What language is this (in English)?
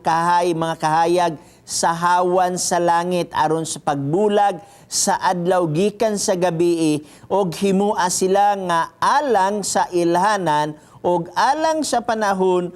Cebuano